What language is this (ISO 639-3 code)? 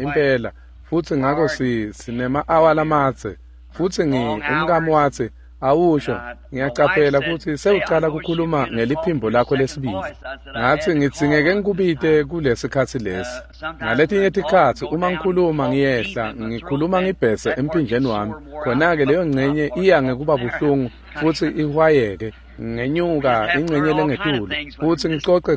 ssw